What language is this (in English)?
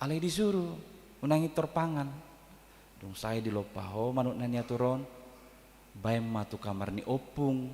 Batak Toba